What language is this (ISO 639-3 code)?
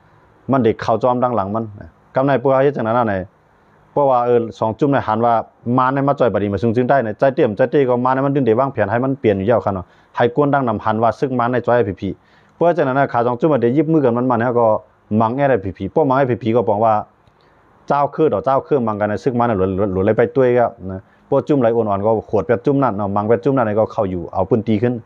shn